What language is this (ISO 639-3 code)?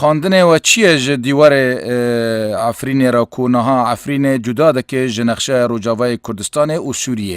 kur